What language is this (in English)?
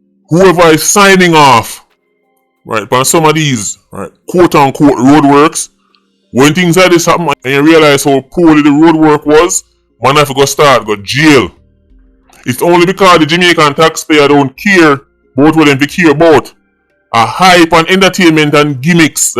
Jamaican Creole English